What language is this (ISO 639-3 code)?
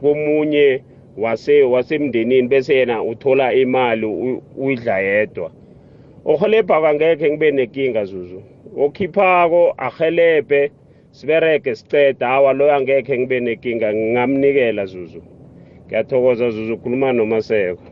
nbl